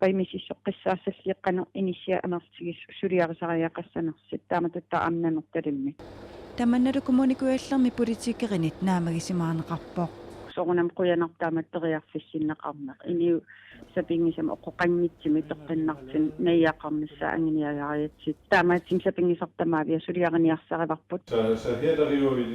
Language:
Kalaallisut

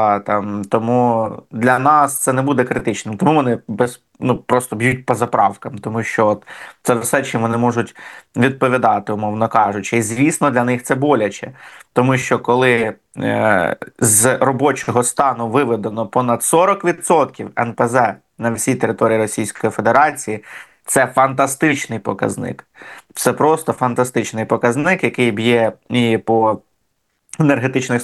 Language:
Ukrainian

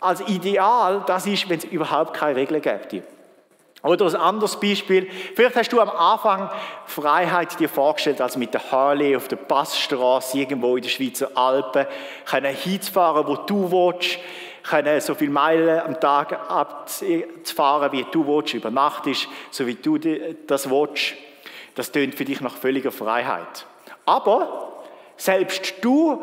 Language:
Swiss German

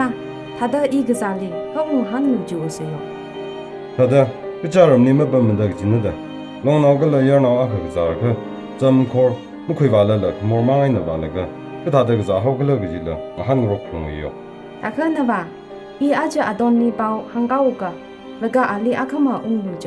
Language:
Tangkhul Naga (India)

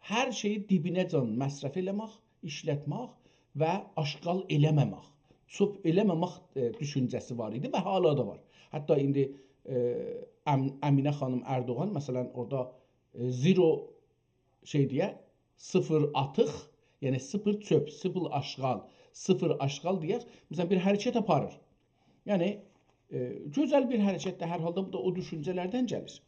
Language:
South Azerbaijani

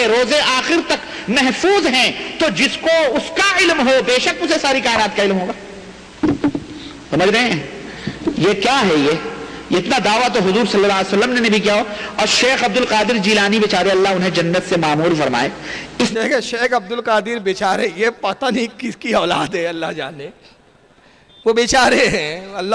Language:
Urdu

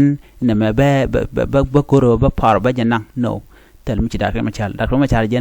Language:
Nuer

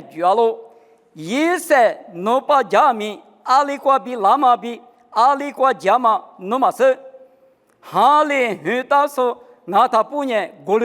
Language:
Lisu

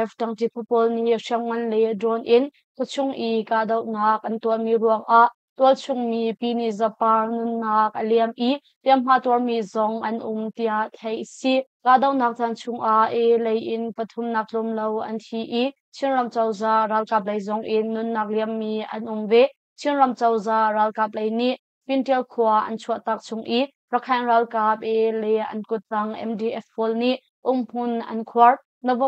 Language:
Hakha Chin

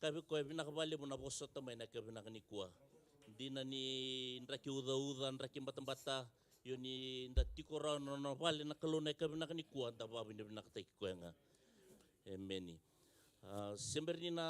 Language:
Fijian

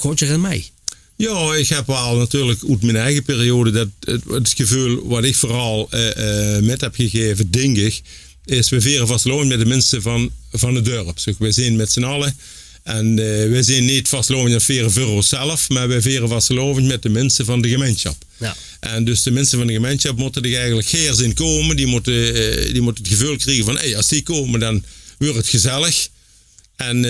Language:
Limburgish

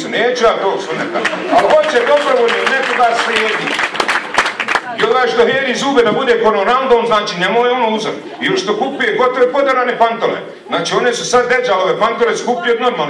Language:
Bosnian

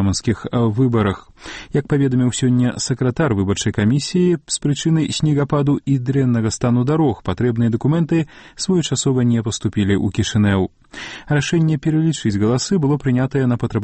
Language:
Belarusian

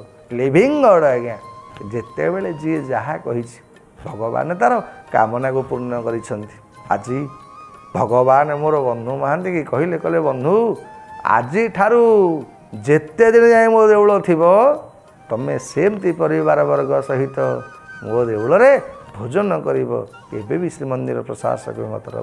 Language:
Odia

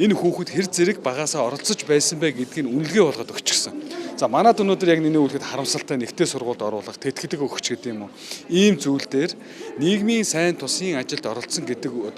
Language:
Mongolian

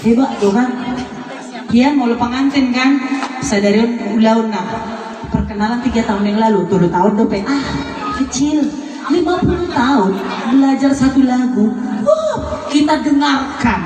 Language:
Batak Toba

